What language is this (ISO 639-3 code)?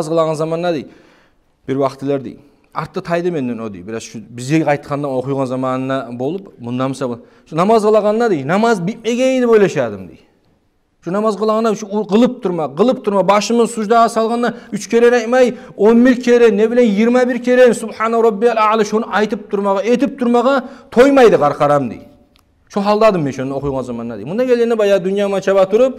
kum